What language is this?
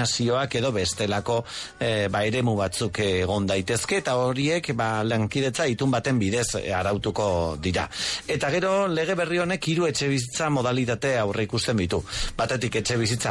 Basque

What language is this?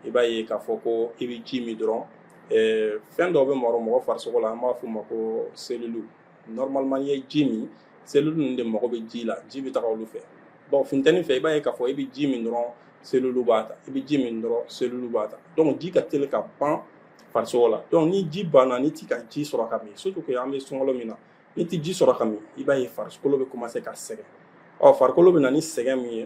Bambara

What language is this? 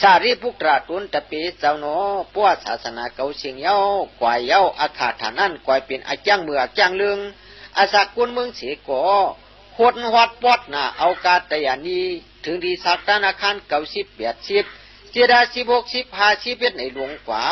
Shan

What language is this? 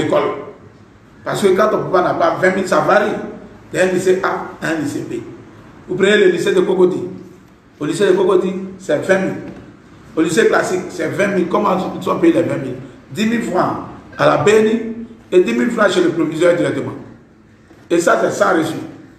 French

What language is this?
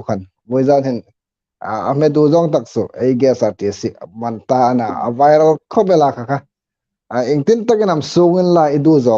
Hmar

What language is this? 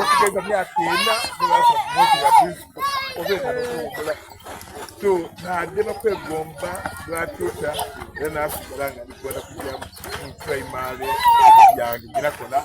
Soga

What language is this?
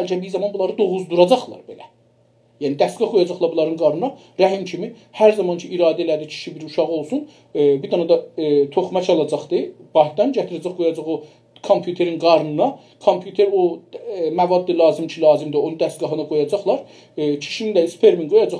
South Azerbaijani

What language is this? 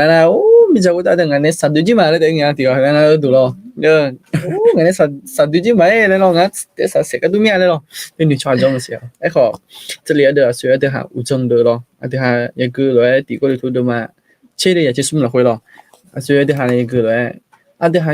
Akha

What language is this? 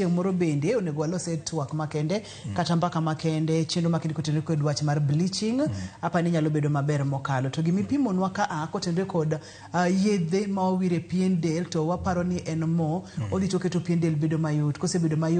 Luo (Kenya and Tanzania)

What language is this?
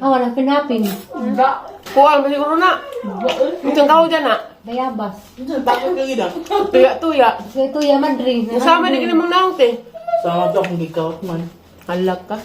Cebuano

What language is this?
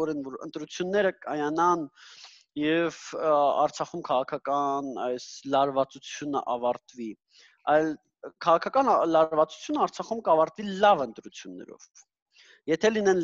Armenian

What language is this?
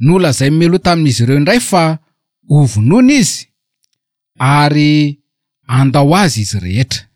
Malagasy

